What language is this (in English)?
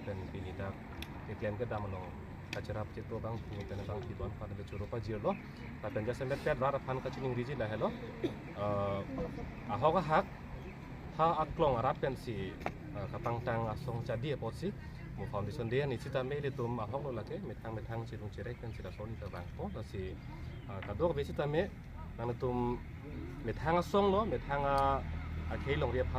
Karbi